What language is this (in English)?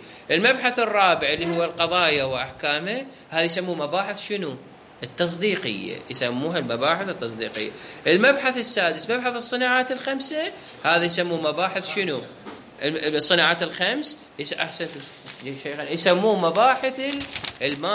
Mesopotamian Arabic